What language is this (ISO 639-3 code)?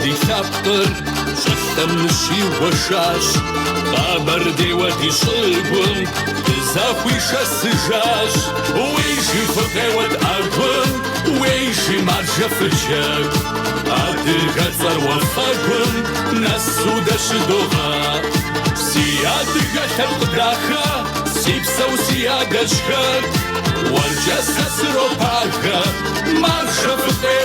kbd